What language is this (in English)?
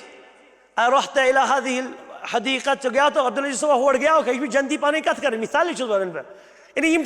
Kashmiri